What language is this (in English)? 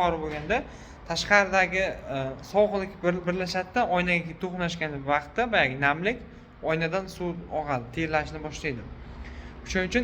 Uzbek